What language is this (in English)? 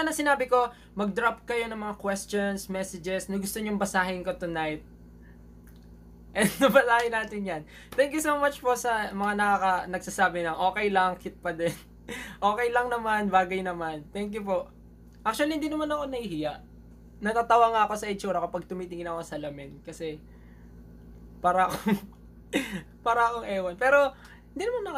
Filipino